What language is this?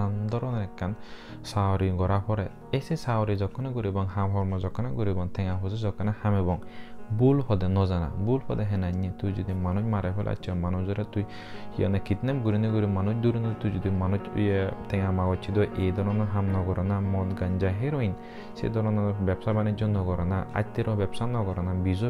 Chakma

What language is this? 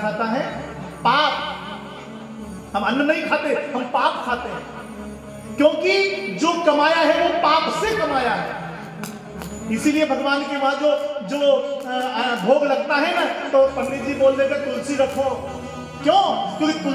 Hindi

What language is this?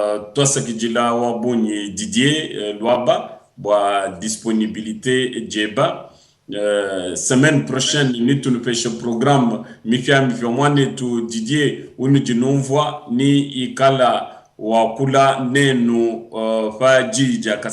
Luba-Lulua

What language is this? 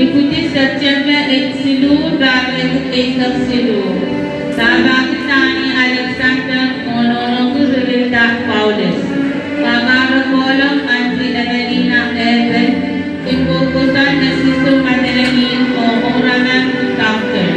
Pohnpeian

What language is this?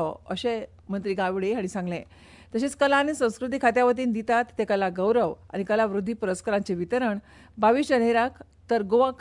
Konkani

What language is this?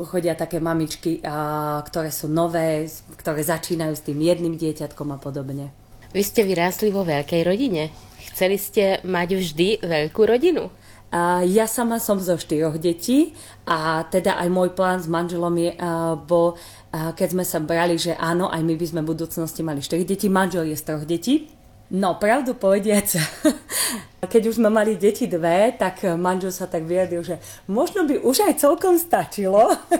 Slovak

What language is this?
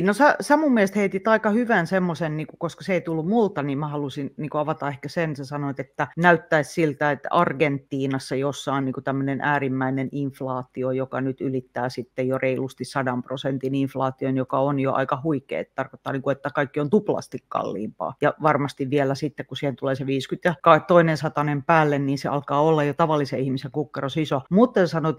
Finnish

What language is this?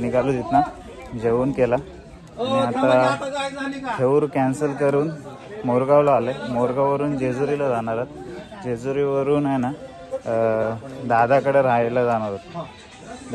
Marathi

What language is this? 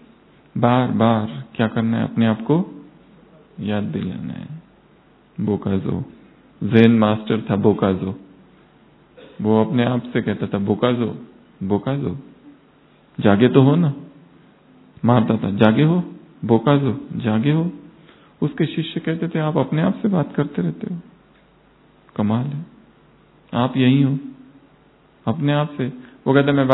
Hindi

